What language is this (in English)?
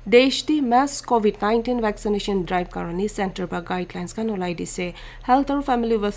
Naga Pidgin